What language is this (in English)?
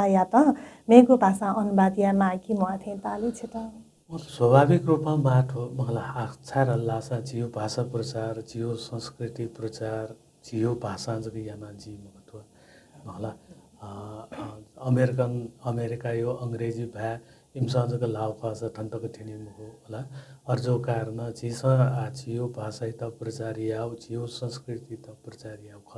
Newari